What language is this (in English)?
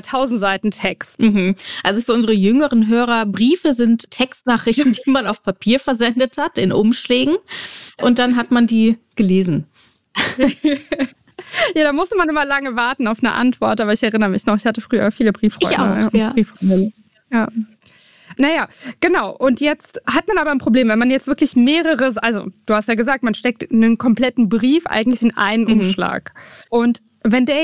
German